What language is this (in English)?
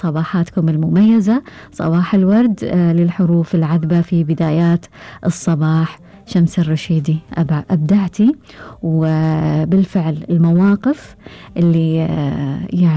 Gulf Arabic